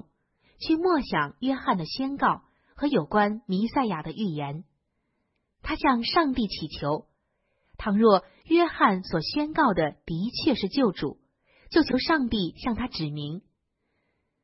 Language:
Chinese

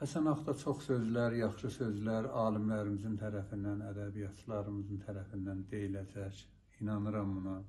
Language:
South Azerbaijani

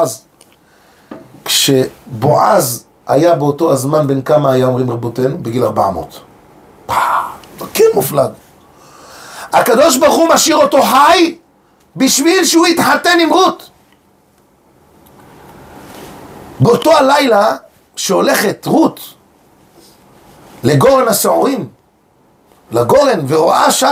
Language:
Hebrew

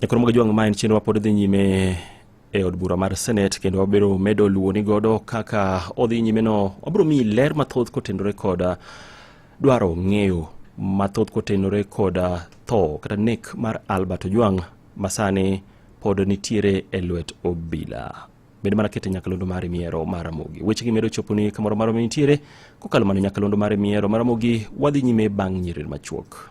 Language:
Luo (Kenya and Tanzania)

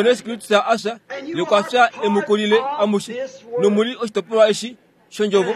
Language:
Kuanyama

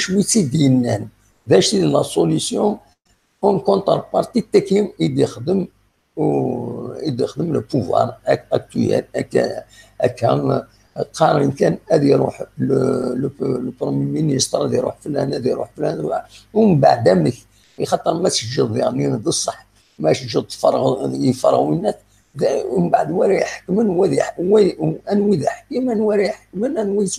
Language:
Kabyle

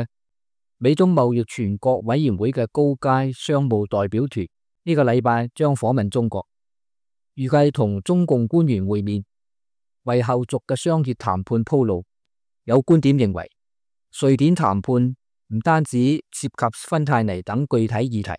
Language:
Cantonese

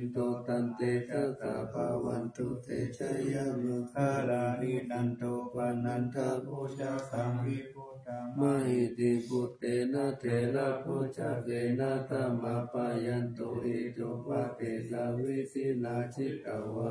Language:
Pali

